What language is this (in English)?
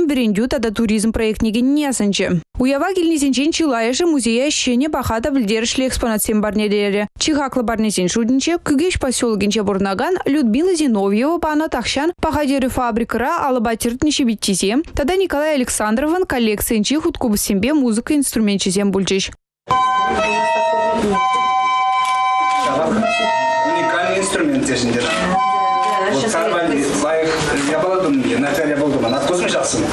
Chuvash